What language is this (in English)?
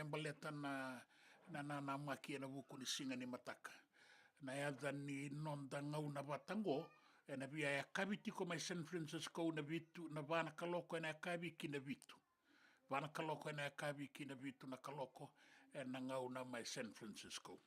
Fijian